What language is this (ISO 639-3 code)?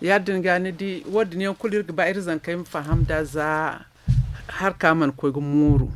dje